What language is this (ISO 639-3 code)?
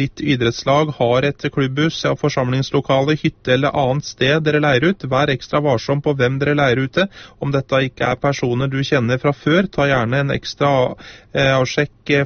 nor